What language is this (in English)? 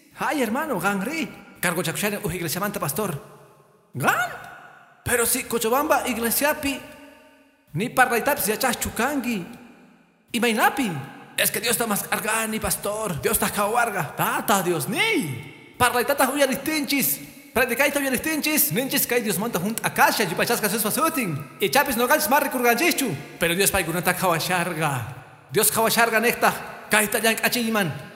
Quechua